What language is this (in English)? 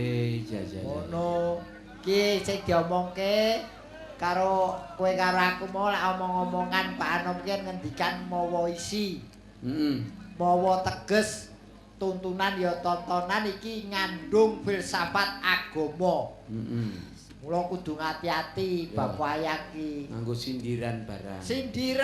Javanese